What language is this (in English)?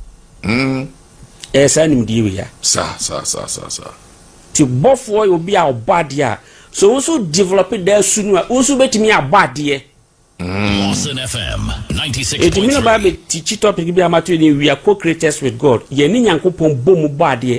Akan